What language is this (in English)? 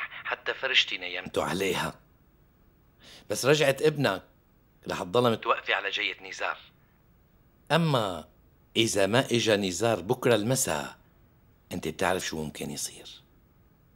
North Levantine Arabic